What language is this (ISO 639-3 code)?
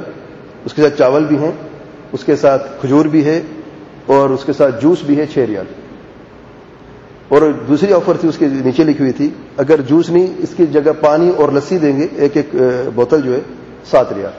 urd